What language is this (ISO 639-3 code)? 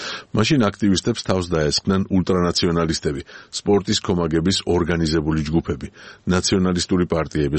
kat